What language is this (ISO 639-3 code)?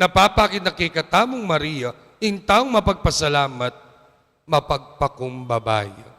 pam